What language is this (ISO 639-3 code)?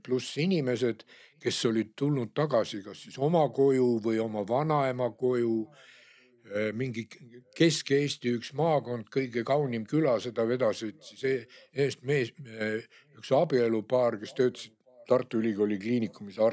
est